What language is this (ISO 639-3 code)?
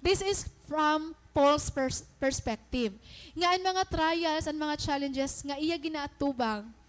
war